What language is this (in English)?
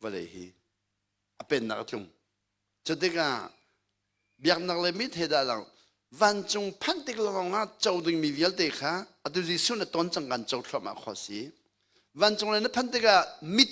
Hakha Chin